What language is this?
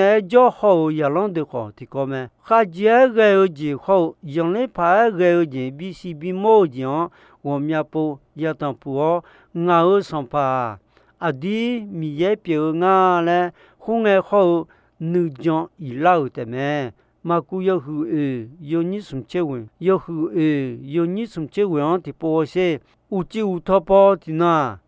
Akha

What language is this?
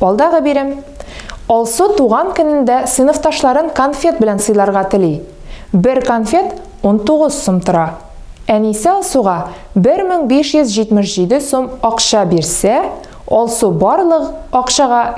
Tatar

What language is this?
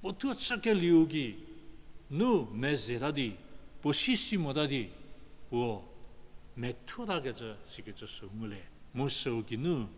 Angami Naga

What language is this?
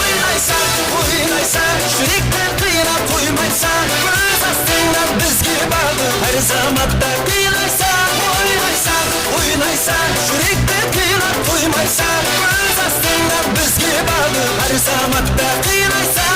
Kara-Kalpak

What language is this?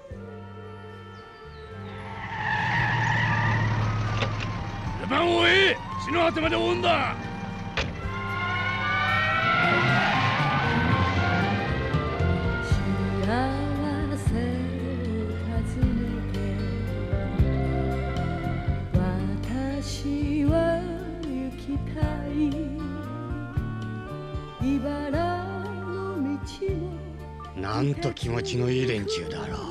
Japanese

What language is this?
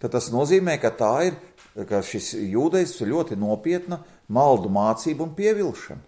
Latvian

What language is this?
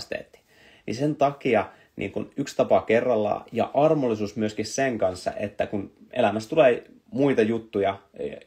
Finnish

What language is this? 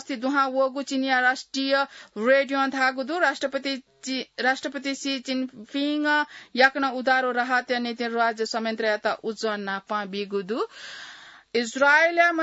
Newari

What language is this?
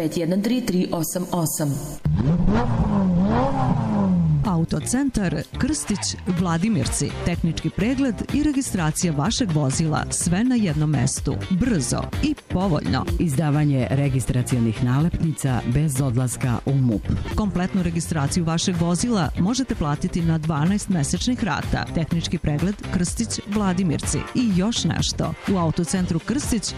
Serbian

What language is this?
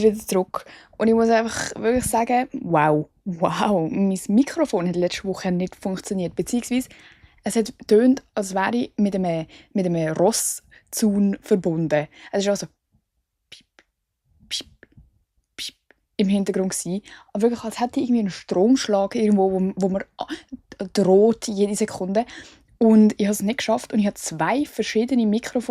Swiss German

